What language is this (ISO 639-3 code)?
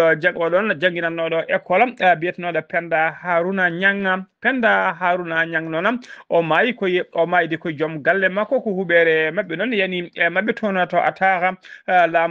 ful